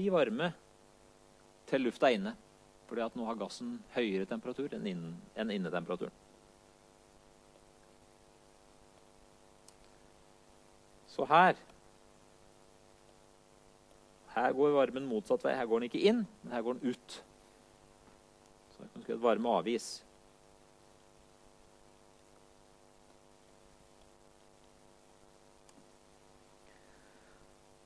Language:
Norwegian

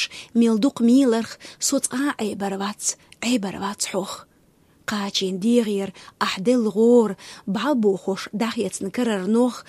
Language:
Chechen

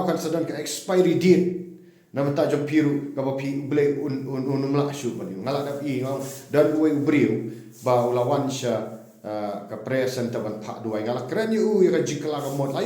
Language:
Khasi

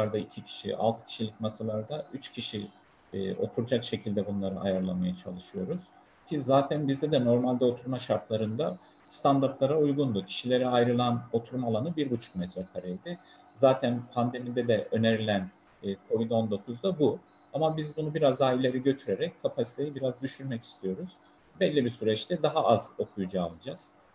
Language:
Turkish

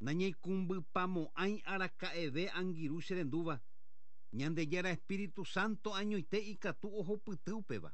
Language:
Guarani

